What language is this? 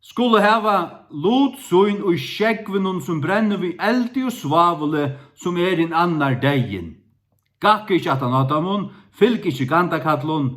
Faroese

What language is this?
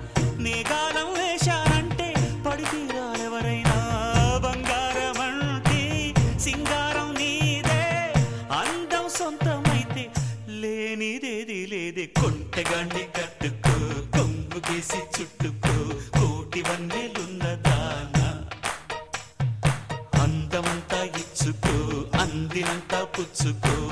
Telugu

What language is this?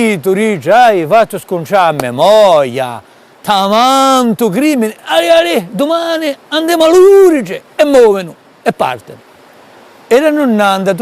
Corsican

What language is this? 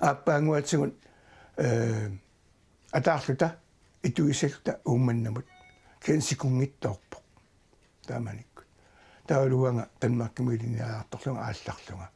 Kalaallisut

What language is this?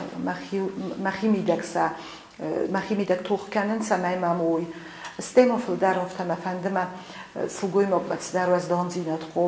Ossetic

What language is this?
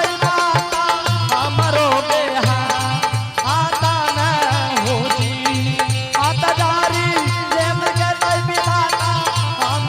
Angika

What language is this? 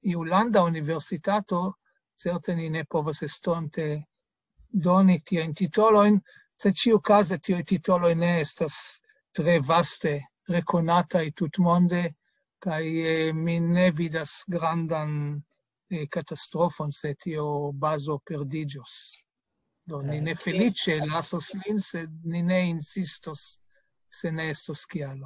Esperanto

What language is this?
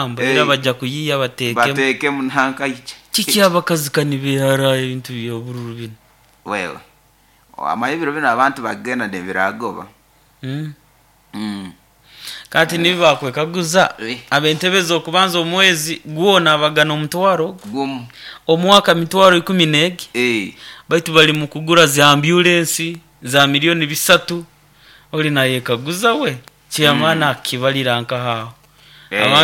Nyoro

